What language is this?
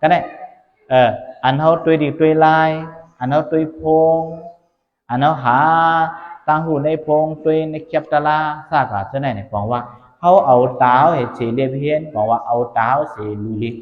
Shan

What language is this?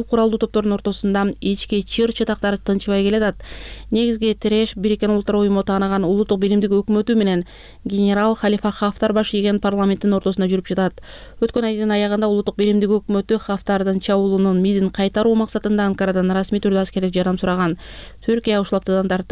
Kyrgyz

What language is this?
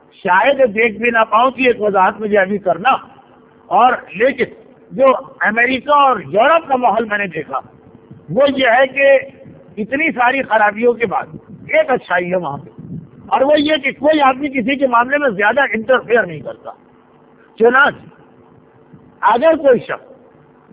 Urdu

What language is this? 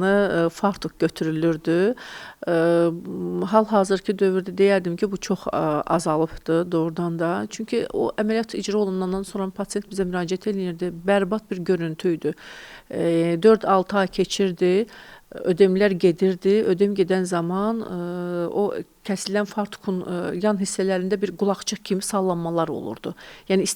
Azerbaijani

